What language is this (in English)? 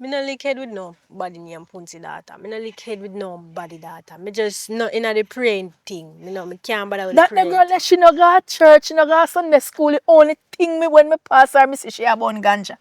Jamaican Creole English